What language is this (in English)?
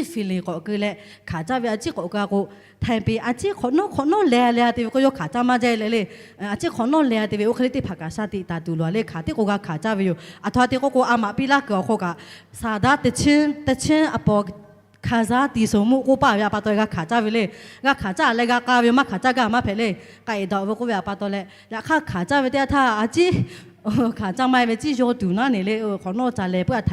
Lahu